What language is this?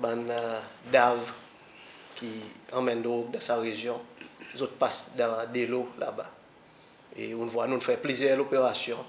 Seselwa Creole French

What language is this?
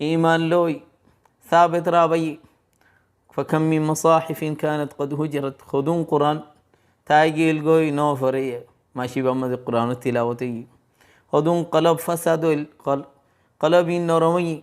Rohingya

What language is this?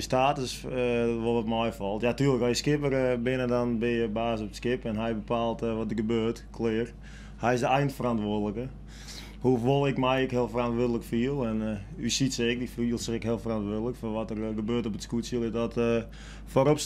Western Frisian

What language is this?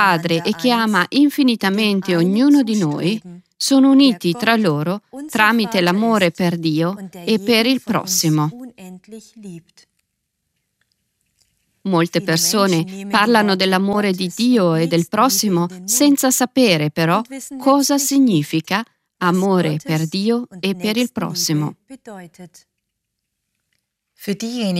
Italian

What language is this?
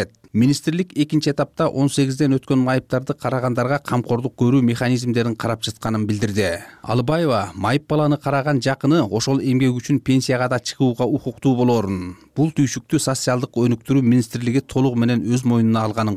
Kyrgyz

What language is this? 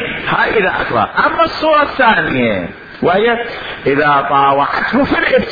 Mesopotamian Arabic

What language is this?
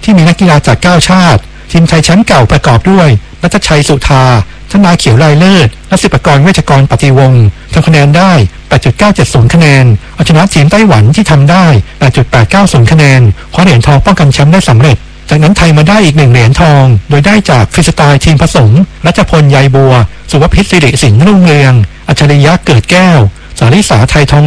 Thai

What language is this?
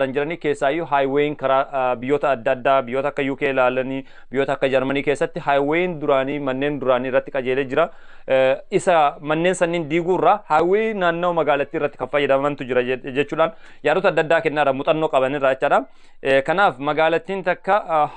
Oromo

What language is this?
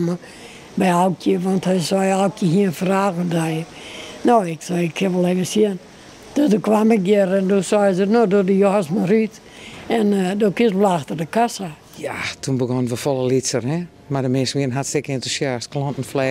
Western Frisian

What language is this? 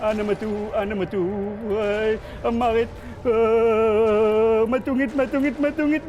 Kalaallisut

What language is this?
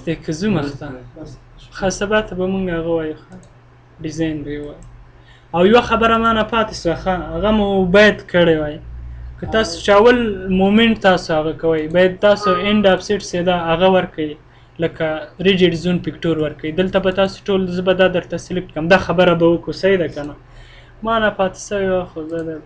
Pashto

